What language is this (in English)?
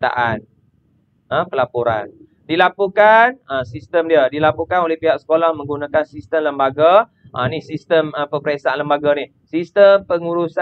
Malay